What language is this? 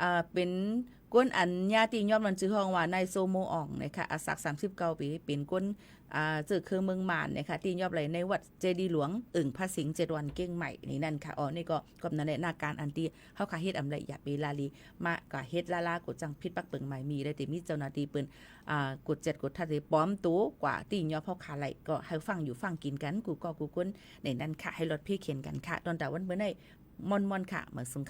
Shan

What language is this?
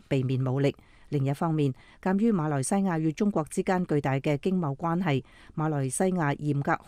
Cantonese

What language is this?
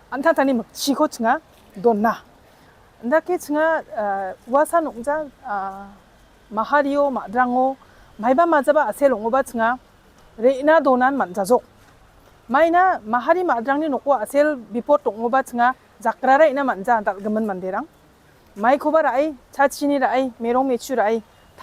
Garo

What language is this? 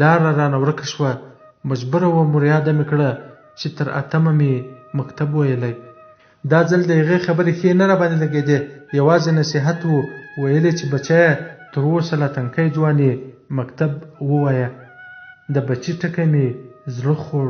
Pashto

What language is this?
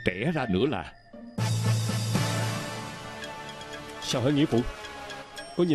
Vietnamese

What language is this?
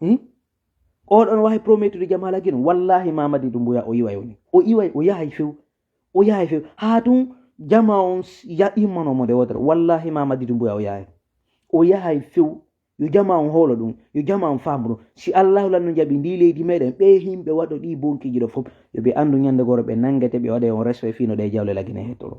Fula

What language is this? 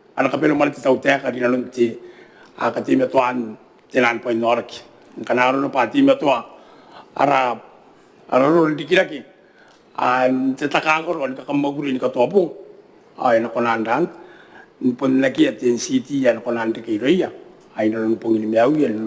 Gilbertese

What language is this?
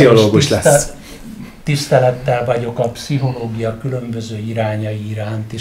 Hungarian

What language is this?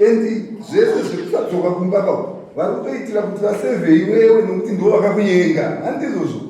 Shona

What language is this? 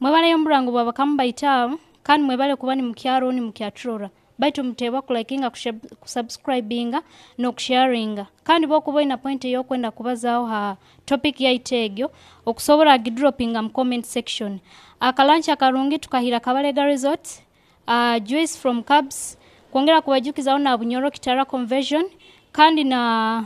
Nyoro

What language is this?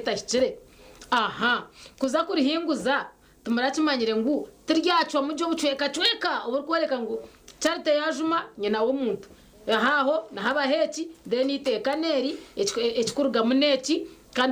Nyankole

